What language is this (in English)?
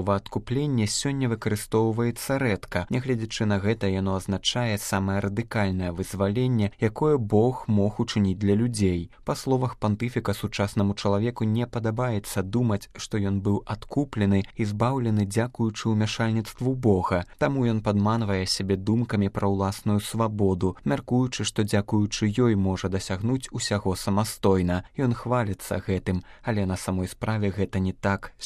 Belarusian